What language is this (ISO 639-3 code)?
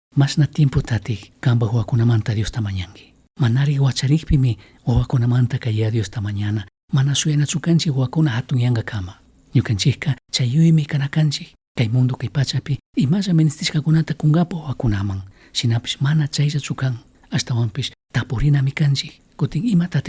qug